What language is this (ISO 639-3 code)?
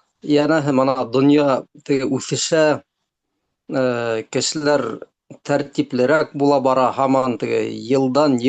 bak